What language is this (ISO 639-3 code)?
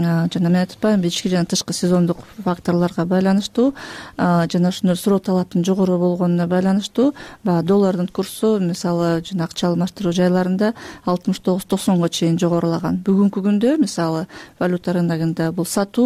kir